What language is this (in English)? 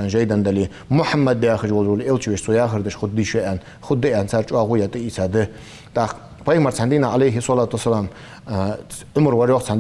Ingush